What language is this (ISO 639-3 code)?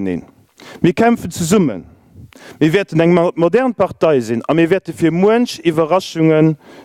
ltz